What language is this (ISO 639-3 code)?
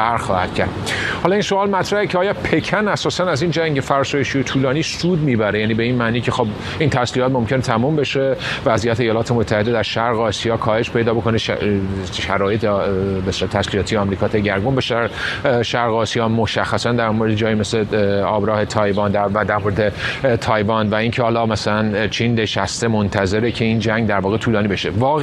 fas